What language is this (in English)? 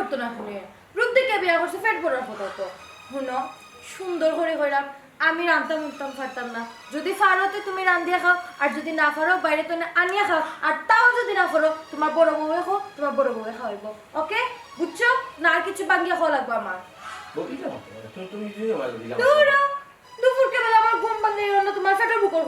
Sylheti